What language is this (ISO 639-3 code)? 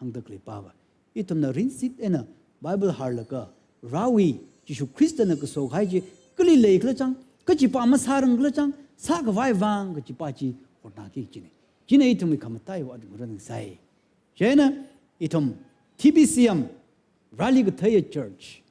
nmf